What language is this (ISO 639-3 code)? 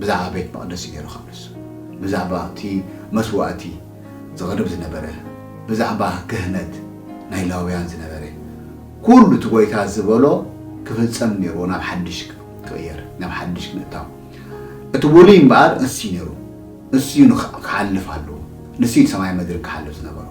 tir